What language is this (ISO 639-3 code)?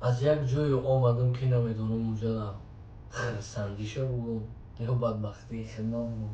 tgk